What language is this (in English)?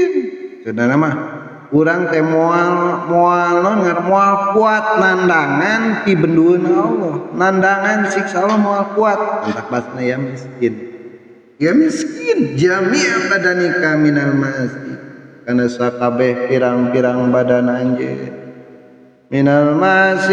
Sundanese